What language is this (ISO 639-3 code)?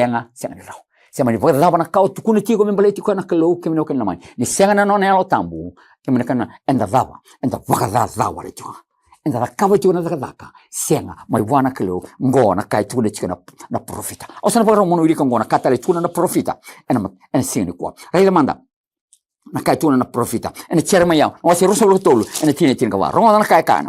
fij